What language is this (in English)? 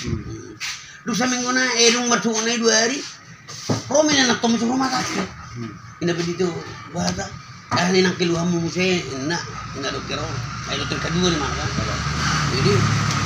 Batak Toba